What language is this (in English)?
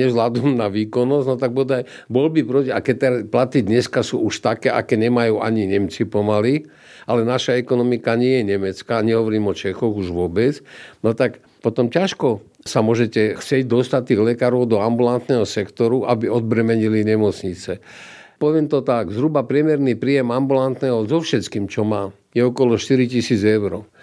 Slovak